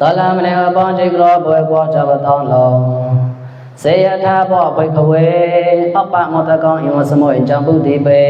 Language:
Mon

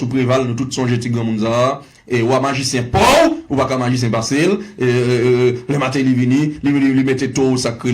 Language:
Haitian Creole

